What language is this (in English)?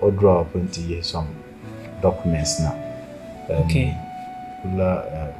Dagbani